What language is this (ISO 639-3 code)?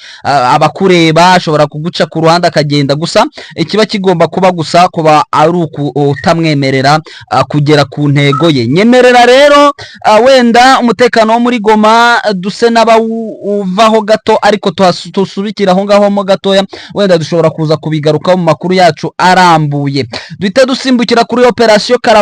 kin